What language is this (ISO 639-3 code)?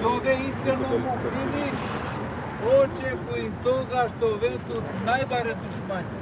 rmn